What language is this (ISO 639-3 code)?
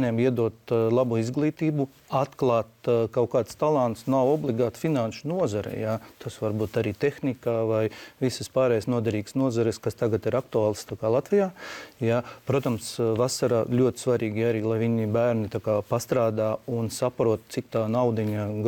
lav